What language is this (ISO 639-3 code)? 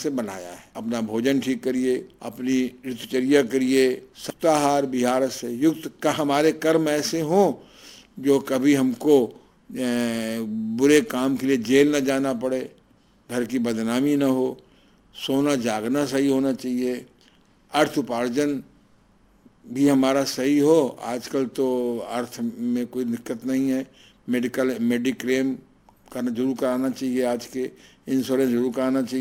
hin